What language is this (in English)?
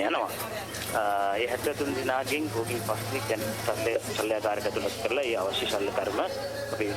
Sinhala